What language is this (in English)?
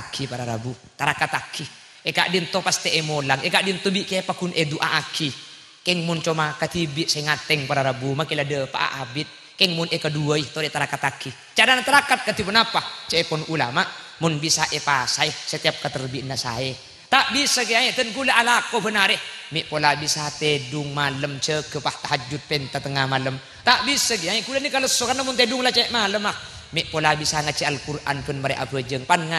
Madurese